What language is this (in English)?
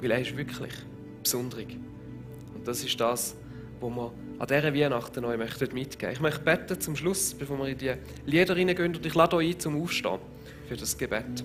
Swiss German